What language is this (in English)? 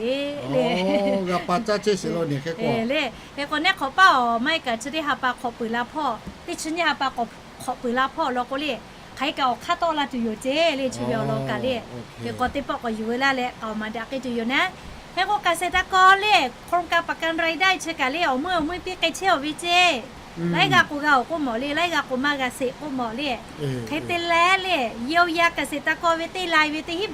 Lahu